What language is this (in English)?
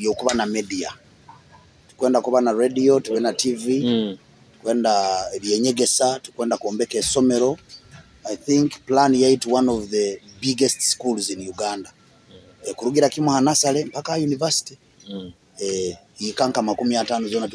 Nyoro